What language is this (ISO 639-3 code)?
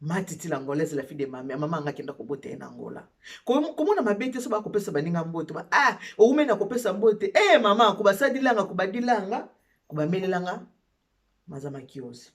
lin